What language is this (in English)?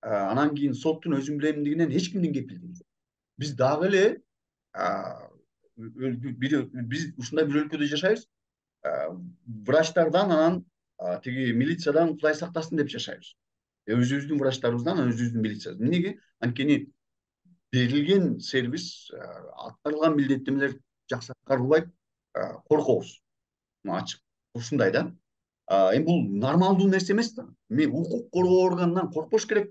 Kyrgyz